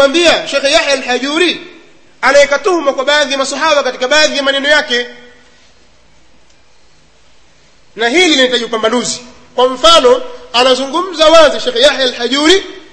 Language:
Swahili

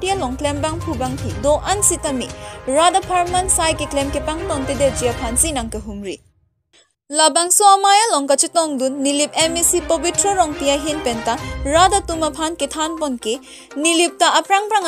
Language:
Karbi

